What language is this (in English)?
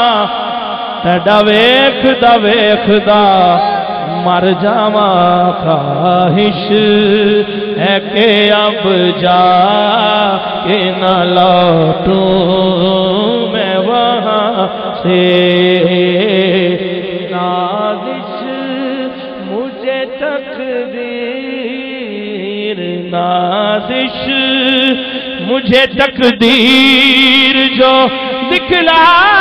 Urdu